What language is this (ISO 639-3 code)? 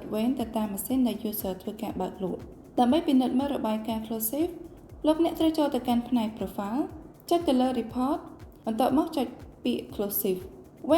khm